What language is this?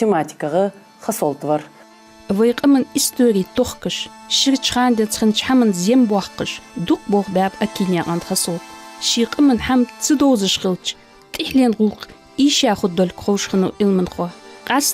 Ingush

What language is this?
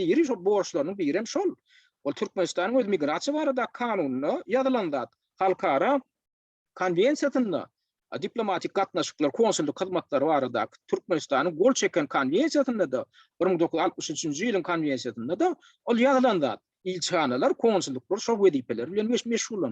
Turkmen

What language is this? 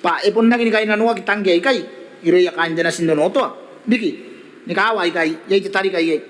Gilbertese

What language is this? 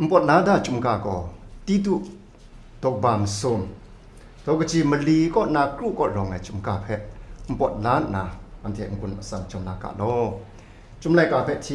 Kachin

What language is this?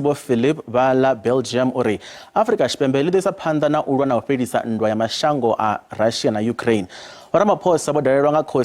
Venda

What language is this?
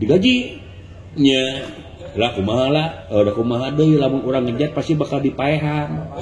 Sundanese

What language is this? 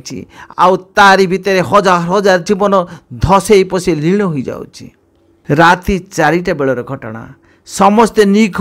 Odia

